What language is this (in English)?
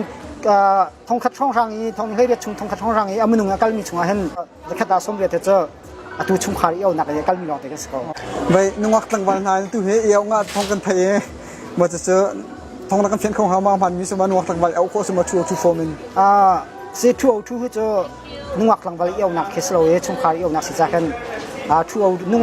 Hakha Chin